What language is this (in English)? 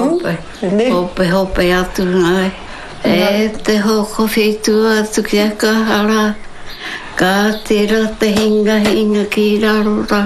Māori